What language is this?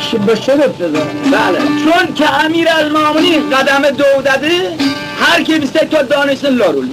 Khorasani Turkish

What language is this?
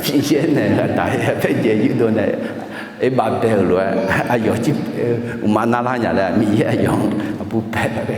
Akha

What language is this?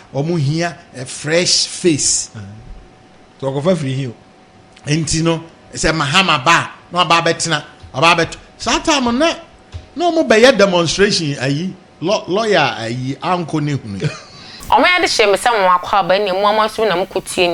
Akan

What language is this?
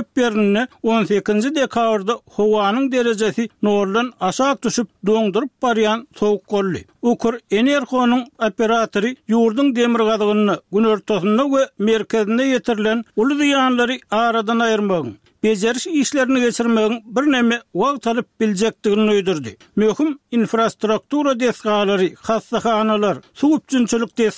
Turkmen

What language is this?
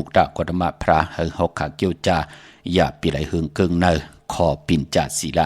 Shan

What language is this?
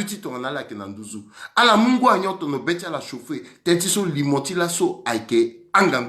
Sango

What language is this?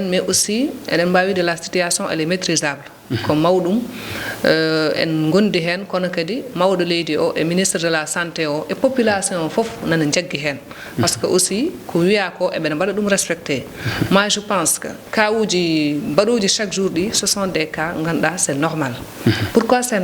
Fula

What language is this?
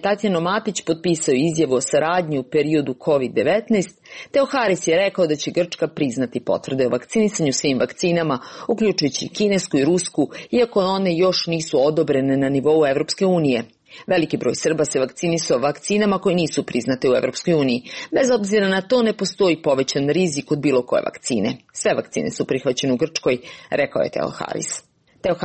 Serbian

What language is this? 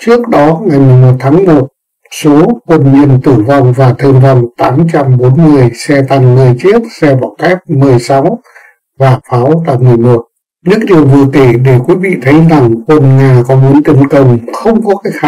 Vietnamese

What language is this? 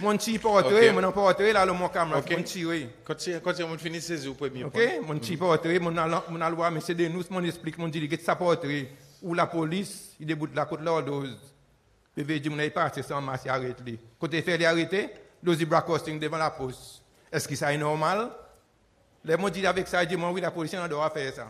Seselwa Creole French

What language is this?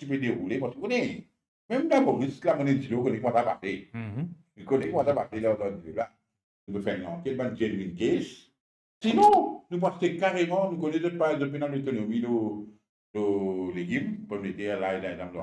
Morisyen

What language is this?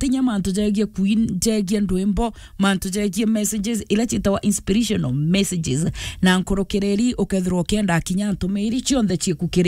Meru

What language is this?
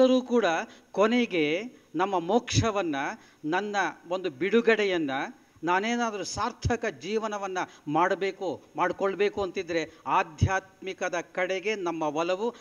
Kannada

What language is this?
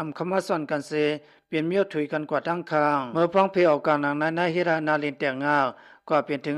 Shan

